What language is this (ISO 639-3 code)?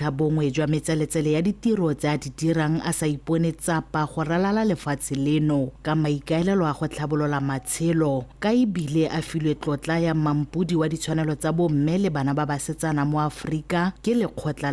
tsn